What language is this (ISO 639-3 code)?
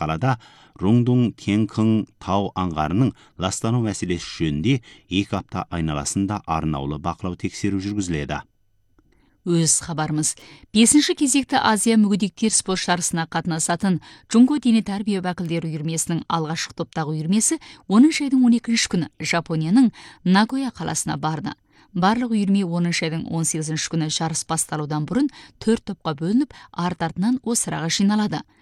kaz